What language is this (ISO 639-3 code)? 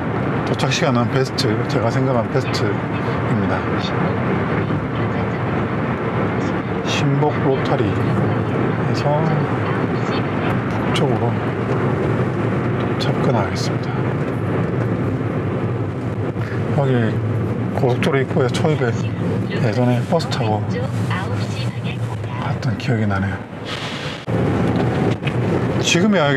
kor